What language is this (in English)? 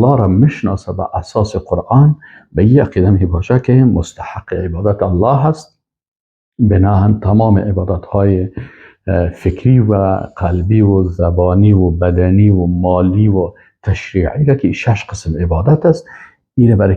Persian